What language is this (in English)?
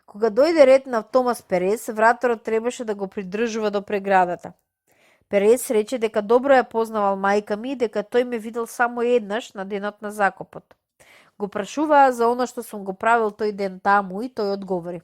Macedonian